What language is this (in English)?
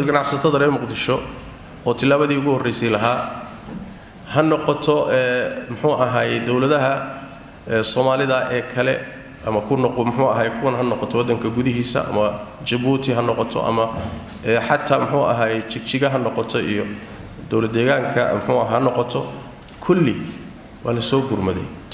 Somali